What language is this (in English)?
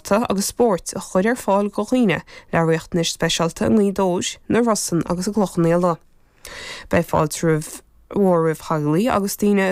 Irish